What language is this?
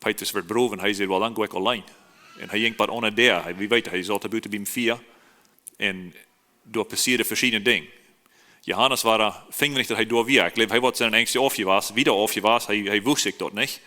Plautdietsch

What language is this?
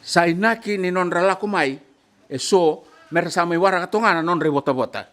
Fijian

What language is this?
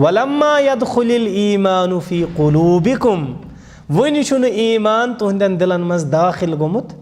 Kashmiri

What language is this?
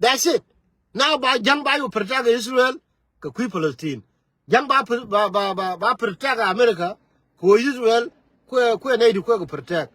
Nuer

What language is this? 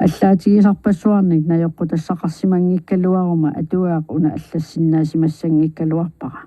Kalaallisut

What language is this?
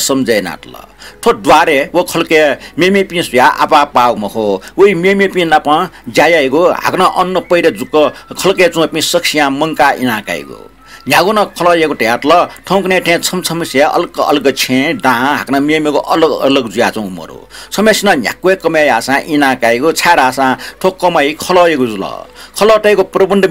Newari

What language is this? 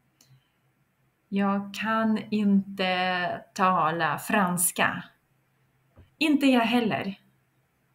Swedish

